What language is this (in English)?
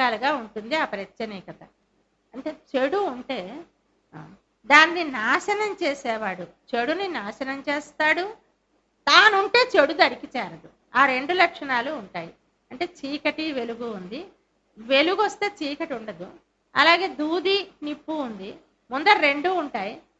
Telugu